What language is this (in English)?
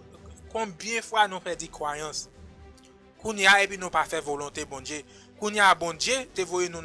Haitian Creole